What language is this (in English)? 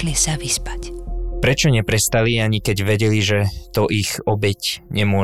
Slovak